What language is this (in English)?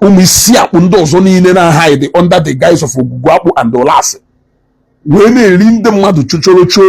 Igbo